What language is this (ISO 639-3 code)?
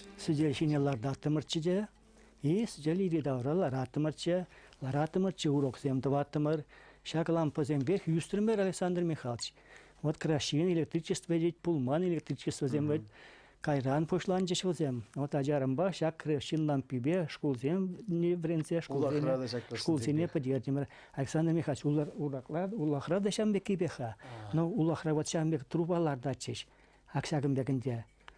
chv